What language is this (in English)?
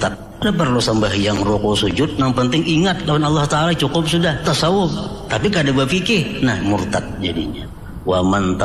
Banjar